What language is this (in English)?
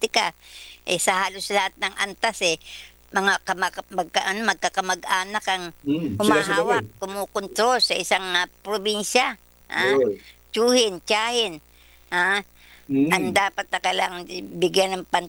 Filipino